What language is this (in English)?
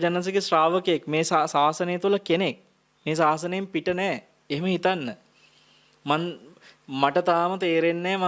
Sinhala